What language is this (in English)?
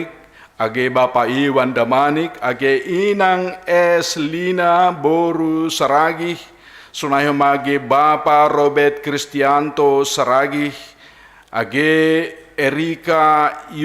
Batak Simalungun